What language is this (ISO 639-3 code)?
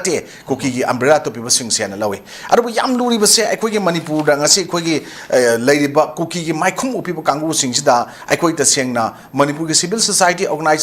mni